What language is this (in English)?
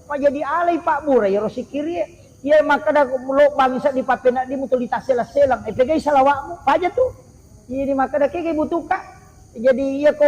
Buginese